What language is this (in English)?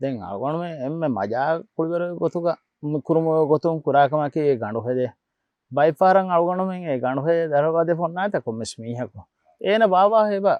Divehi